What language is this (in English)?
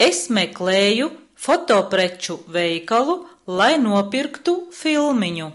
Latvian